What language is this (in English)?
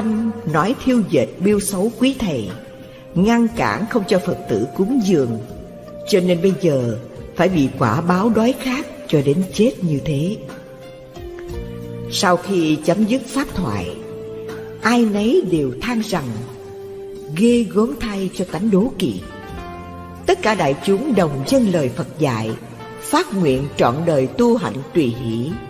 Vietnamese